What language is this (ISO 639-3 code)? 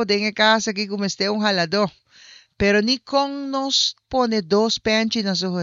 pap